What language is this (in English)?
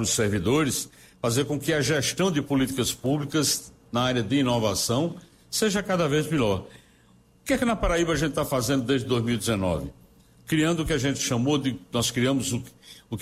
Portuguese